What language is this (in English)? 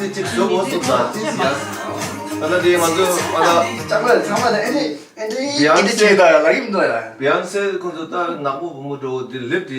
Tibetan